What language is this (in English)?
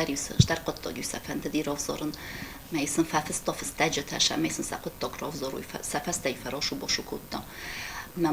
Ossetic